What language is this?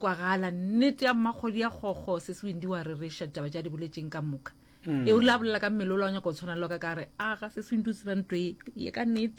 Northern Sotho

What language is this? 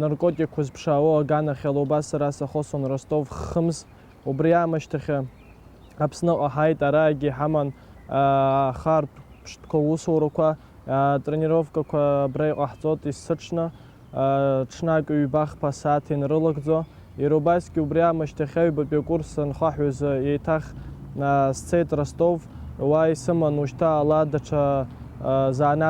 Abkhazian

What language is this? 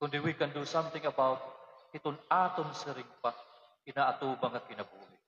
Waray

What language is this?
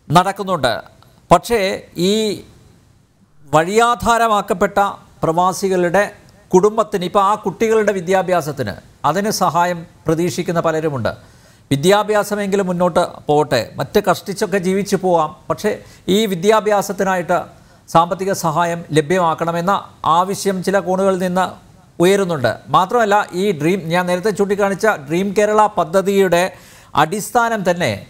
Malayalam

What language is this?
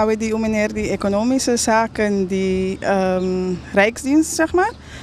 Papiamento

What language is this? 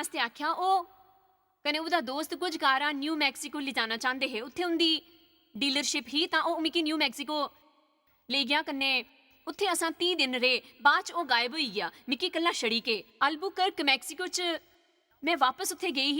Dogri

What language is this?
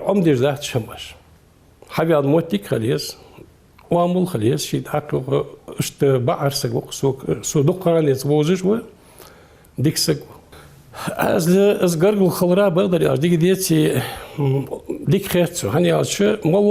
Ingush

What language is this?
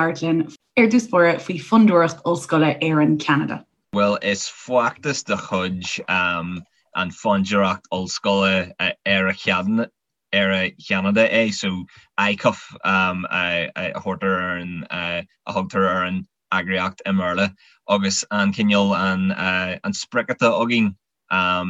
Irish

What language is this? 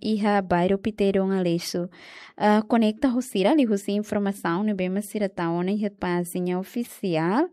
Tetum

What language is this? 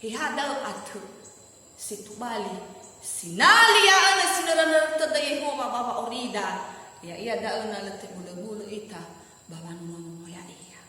Nias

